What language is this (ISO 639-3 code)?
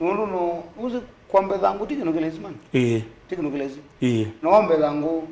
kam